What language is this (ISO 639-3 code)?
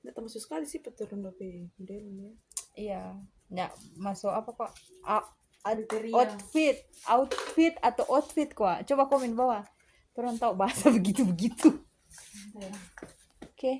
xmm